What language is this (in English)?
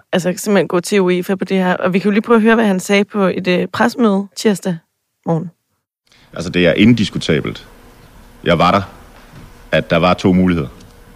Danish